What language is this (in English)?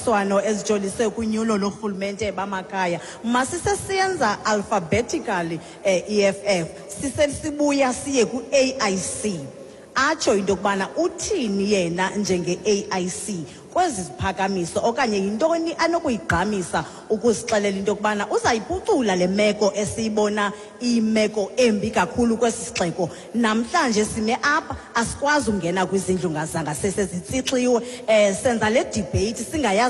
Xhosa